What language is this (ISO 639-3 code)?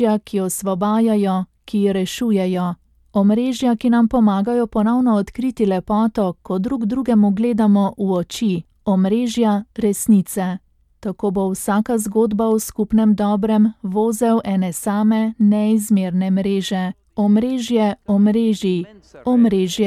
slv